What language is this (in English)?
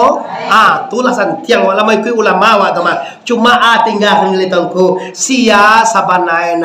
Minangkabau